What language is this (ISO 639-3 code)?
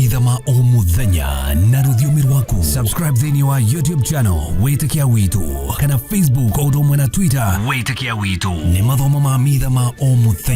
kik